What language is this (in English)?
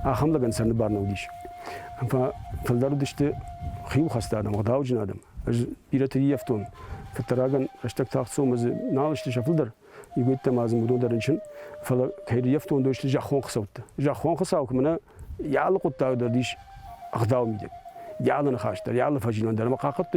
Ossetic